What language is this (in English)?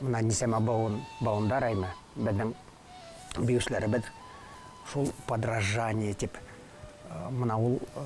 Bashkir